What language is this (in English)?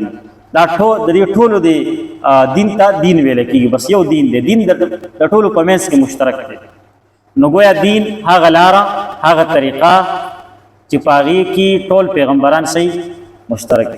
Pashto